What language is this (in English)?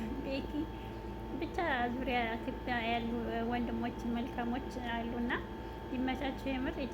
Amharic